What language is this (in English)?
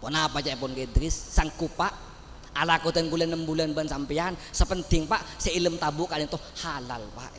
Madurese